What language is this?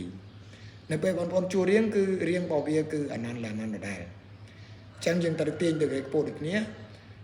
Khmer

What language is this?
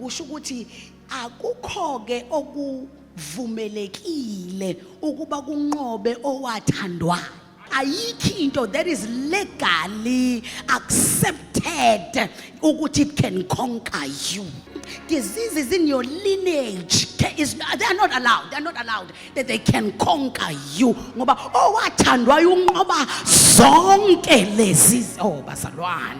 Zulu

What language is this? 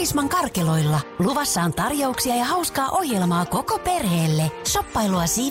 Finnish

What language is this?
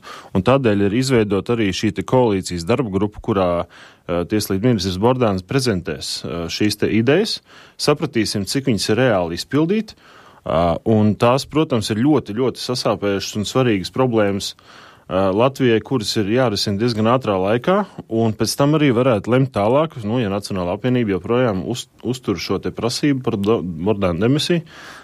Latvian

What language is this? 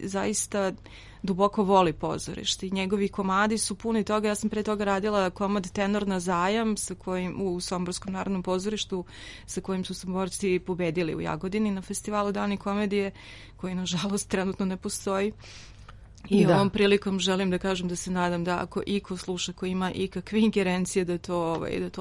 Serbian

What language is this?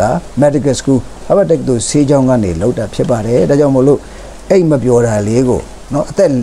Burmese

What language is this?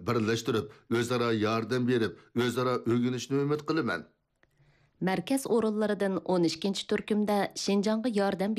Uyghur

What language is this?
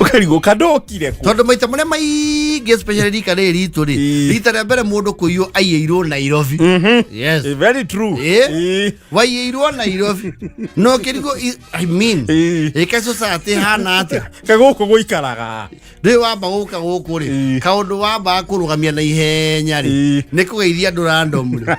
Kikuyu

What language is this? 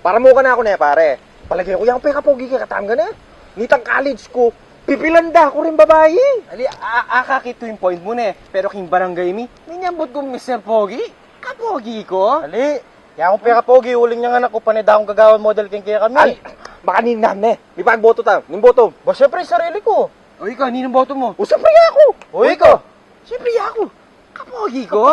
Pampanga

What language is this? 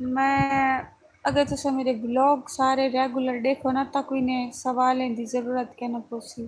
Saraiki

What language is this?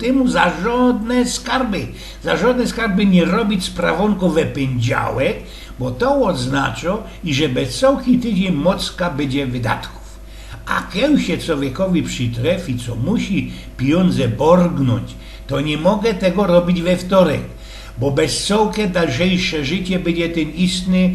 Silesian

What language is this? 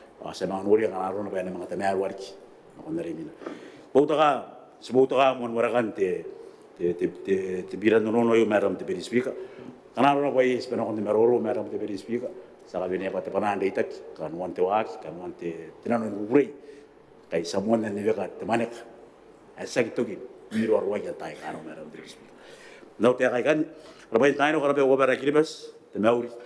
Gilbertese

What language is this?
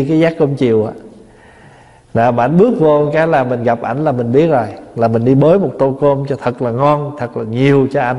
Vietnamese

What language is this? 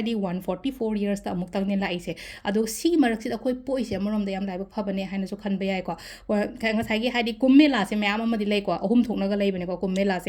Manipuri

